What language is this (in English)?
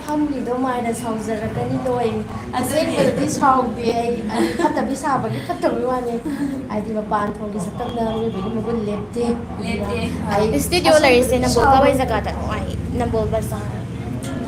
Manipuri